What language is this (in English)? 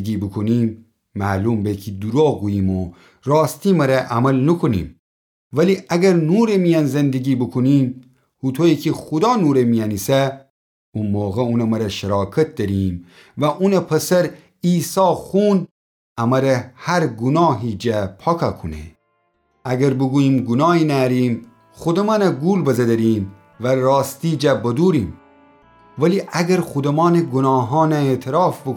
Gilaki